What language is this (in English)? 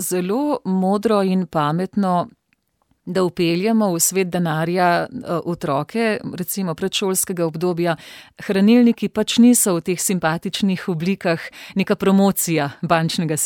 Slovenian